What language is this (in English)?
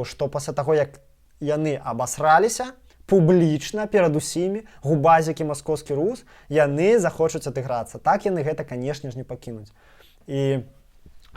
Belarusian